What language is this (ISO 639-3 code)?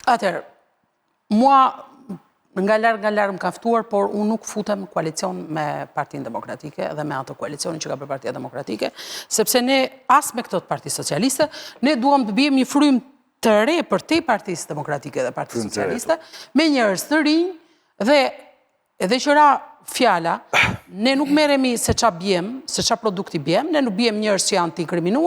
sqi